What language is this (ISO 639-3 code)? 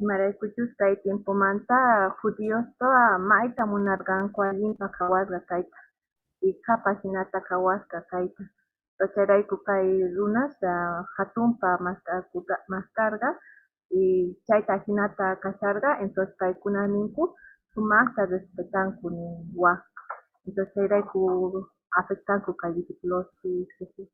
que